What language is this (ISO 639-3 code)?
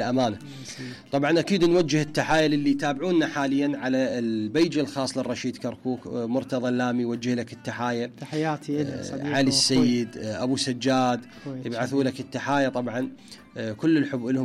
acm